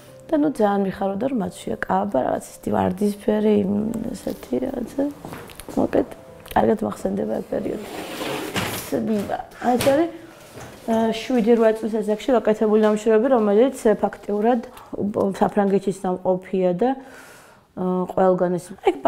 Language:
Georgian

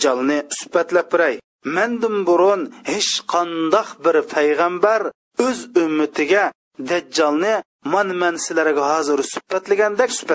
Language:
Uyghur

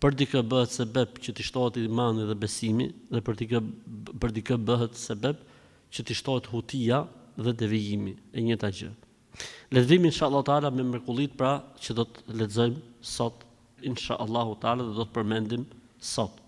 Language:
Albanian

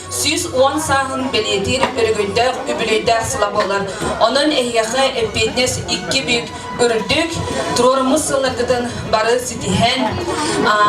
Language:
Yakut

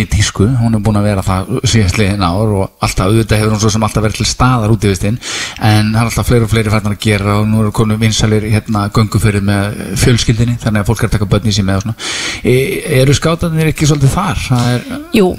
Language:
Icelandic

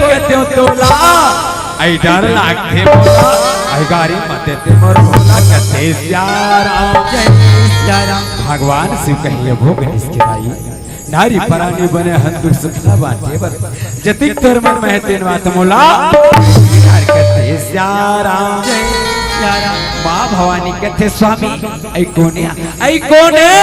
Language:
Chhattisgarhi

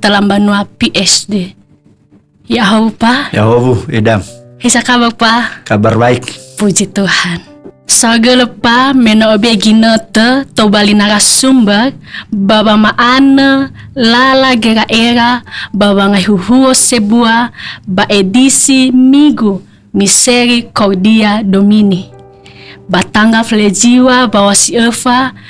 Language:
Nias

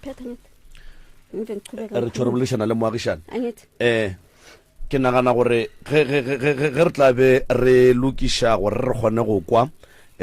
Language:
Northern Sotho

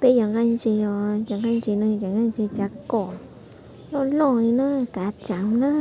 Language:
Hmong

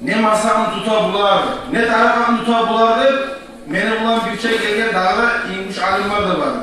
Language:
Kumyk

